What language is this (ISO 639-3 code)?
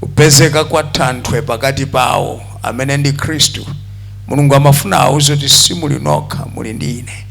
nya